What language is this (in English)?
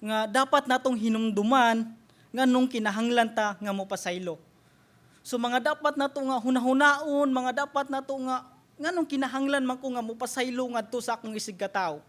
Cebuano